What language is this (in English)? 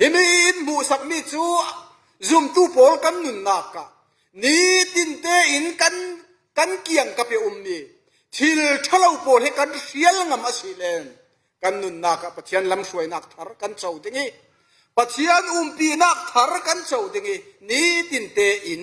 Falam Chin